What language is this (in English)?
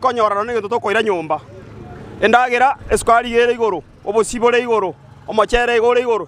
Gusii